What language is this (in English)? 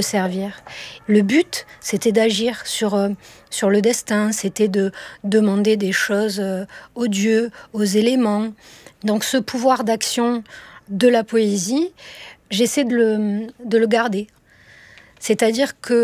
French